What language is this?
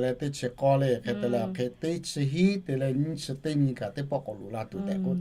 Lahu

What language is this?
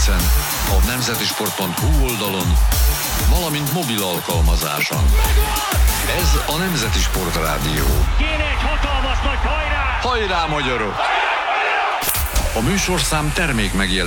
Hungarian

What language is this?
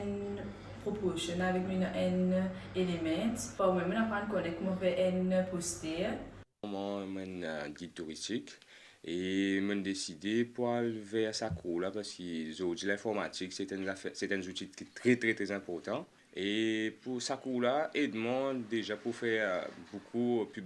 Morisyen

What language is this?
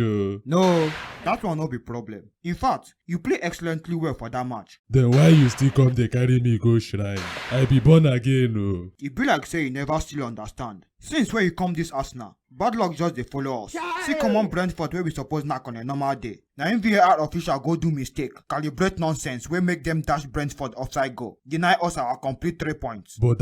Nigerian Pidgin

